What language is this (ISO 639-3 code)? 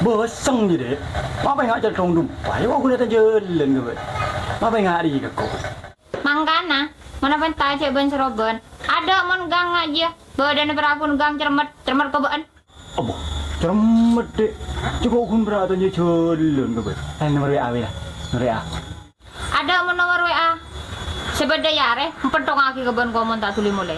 mad